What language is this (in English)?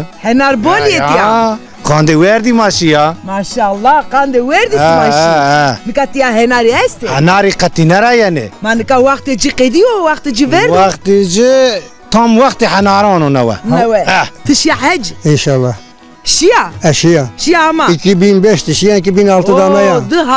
Zaza